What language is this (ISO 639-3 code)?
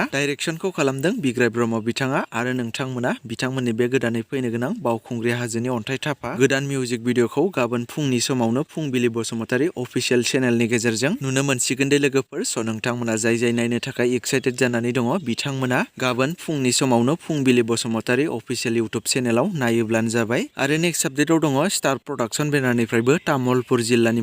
brx